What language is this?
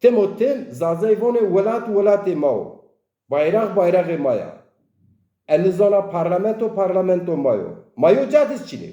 Zaza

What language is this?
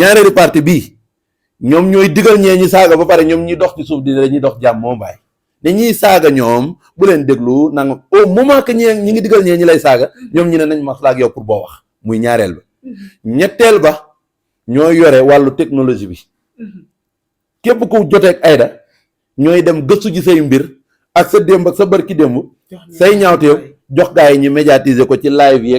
Wolof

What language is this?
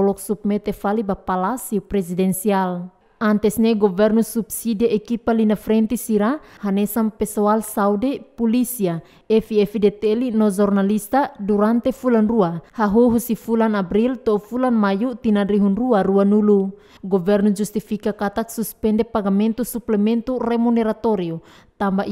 Tetum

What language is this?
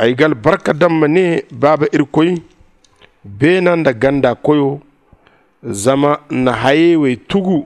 Zarma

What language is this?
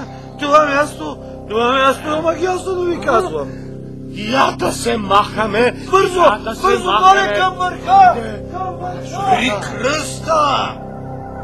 Bulgarian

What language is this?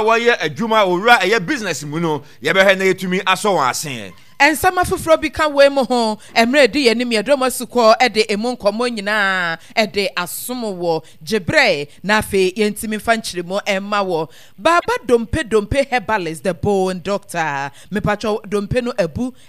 Akan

